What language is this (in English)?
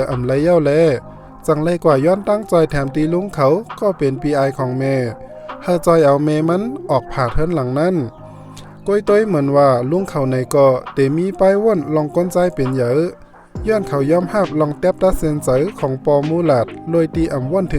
Shan